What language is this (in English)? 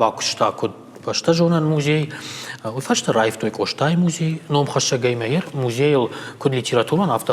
Ossetic